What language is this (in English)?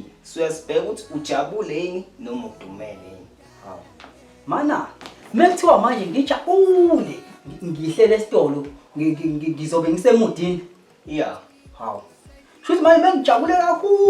Zulu